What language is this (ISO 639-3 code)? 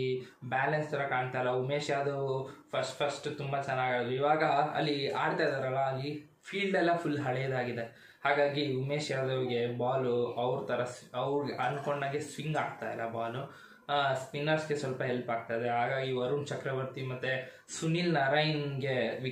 kan